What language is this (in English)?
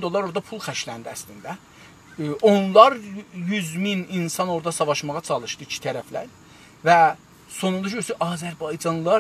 South Azerbaijani